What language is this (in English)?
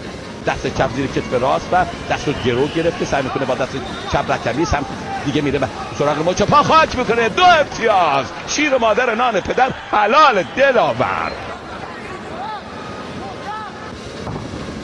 Persian